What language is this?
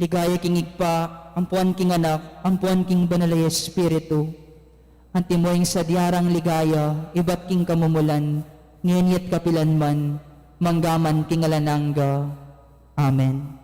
Pampanga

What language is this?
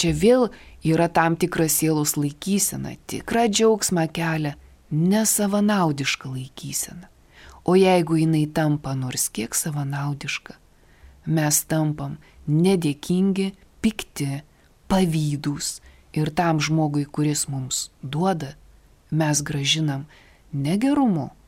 Lithuanian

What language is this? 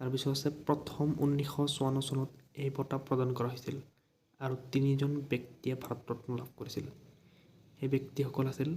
Assamese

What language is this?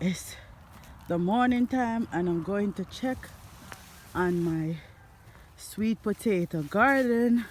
Jamaican Creole English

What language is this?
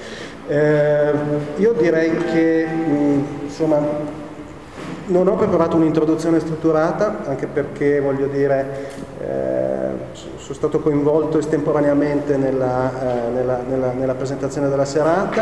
Italian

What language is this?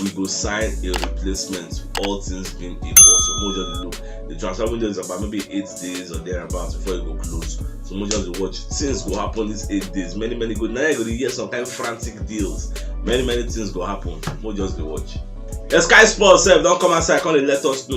Nigerian Pidgin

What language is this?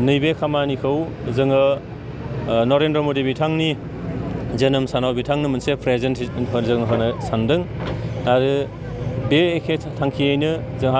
Bodo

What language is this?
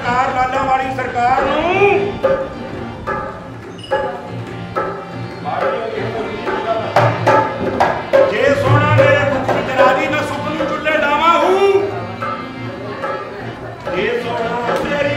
Punjabi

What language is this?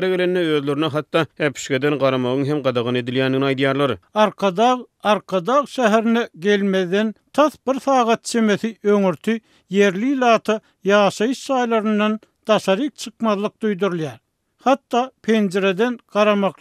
Turkmen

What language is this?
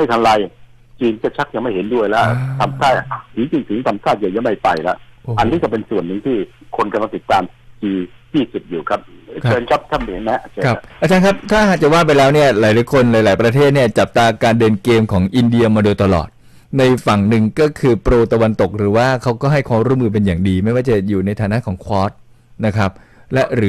Thai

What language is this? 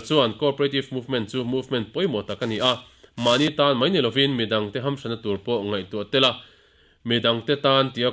Mizo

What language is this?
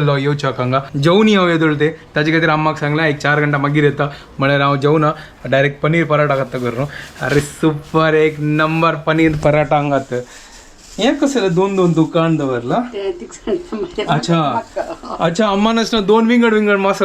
Konkani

